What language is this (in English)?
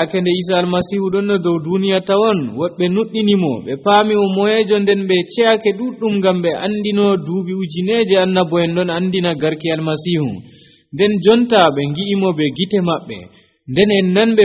Nigerian Fulfulde